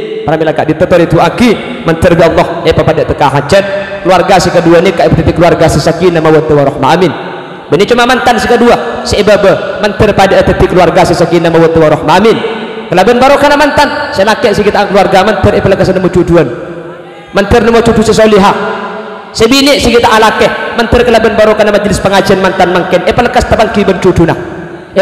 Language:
Madurese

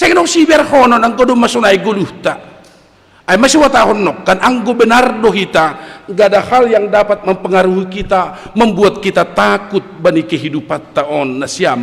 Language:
Batak Simalungun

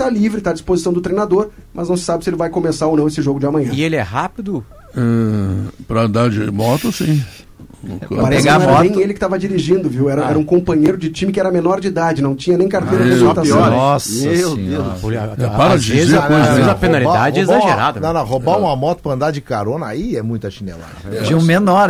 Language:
Portuguese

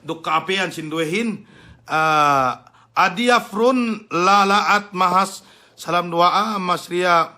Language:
Yakan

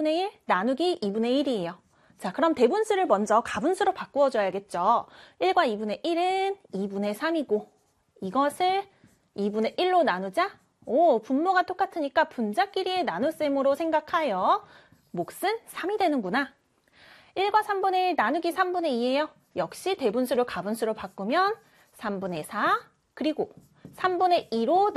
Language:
Korean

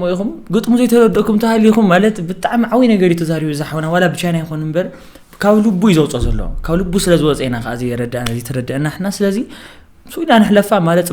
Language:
Tigrinya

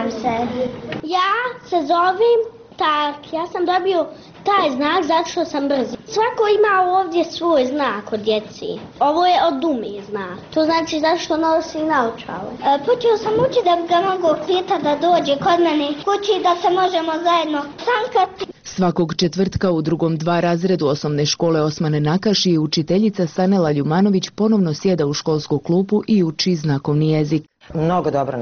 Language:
Bosnian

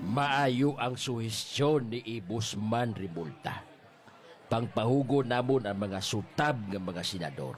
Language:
Hiligaynon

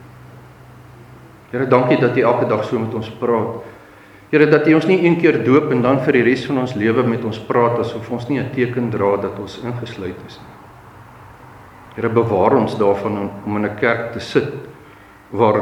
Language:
Afrikaans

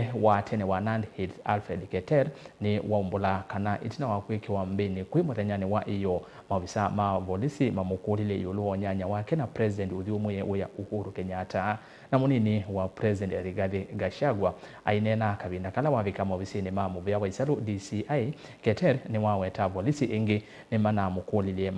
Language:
Kamba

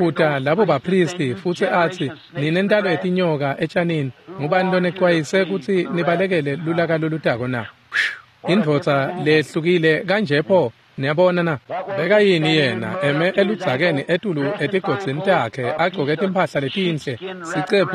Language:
Swati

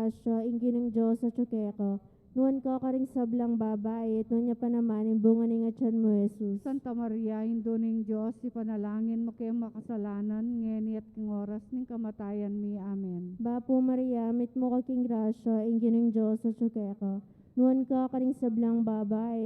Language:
Pampanga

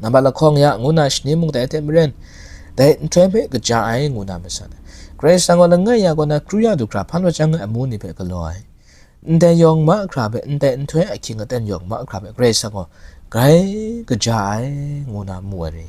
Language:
Kachin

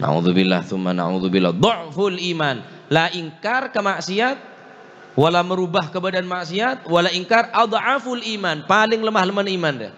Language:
Madurese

